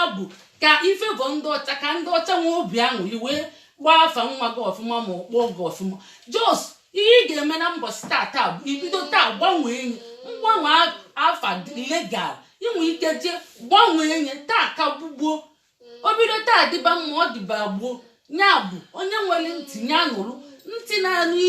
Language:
Igbo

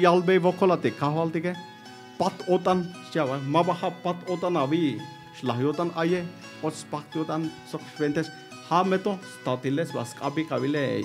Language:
Tzeltal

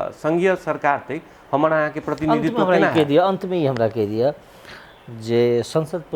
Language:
Maithili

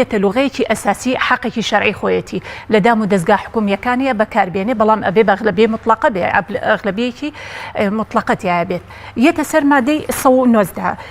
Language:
Central Kurdish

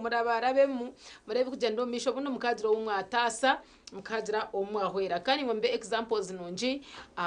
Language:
Nyankole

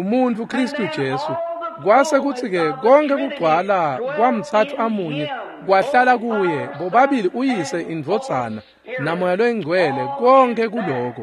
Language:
Swati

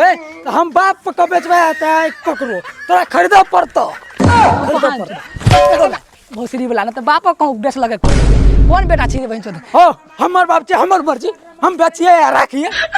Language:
Maithili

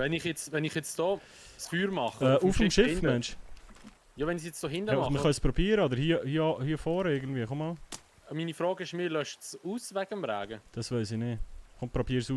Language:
Swiss German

